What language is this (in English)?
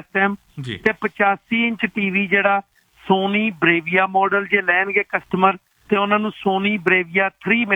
Punjabi